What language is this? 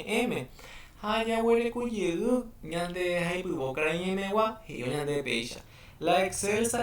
Guarani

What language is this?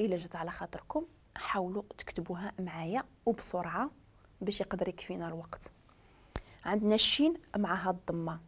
Moroccan Arabic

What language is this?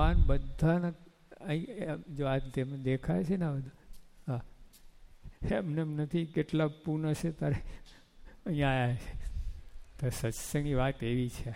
Gujarati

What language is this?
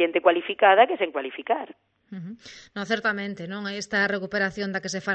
Galician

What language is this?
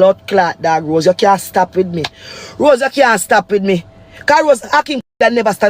Jamaican Creole English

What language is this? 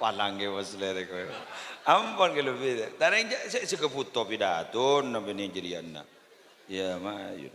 Madurese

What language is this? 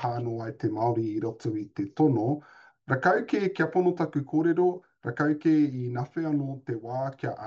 Māori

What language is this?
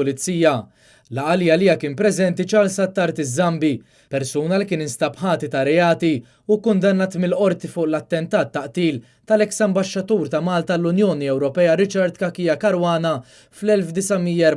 Maltese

